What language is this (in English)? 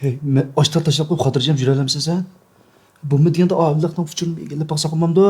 Uyghur